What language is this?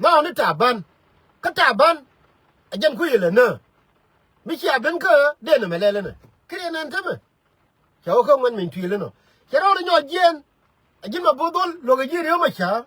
Nuer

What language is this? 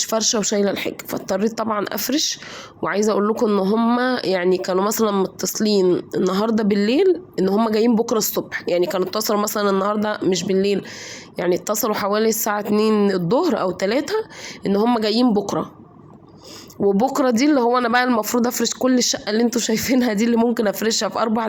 Egyptian Arabic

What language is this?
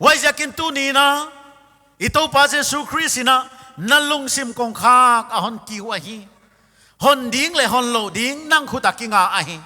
Paite Chin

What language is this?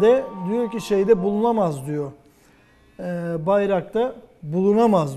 Turkish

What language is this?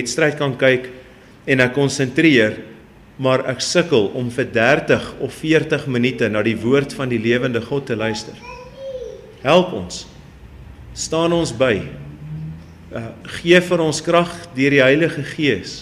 Afrikaans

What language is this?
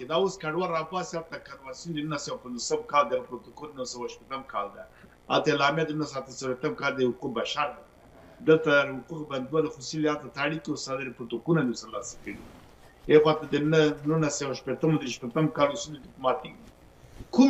Pashto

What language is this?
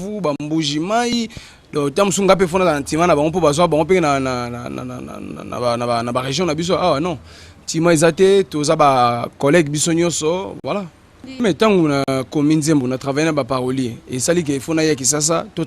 Lingala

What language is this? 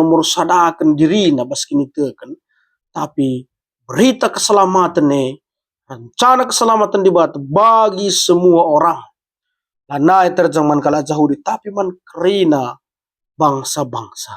Batak Karo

